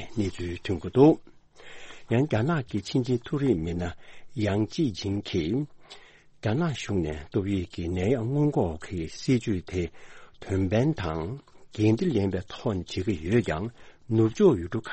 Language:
Tibetan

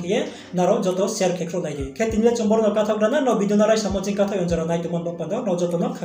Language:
Riang (India)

